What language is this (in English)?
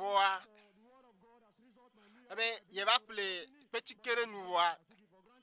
Ewe